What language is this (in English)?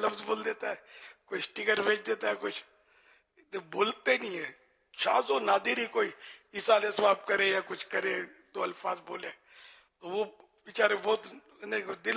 Urdu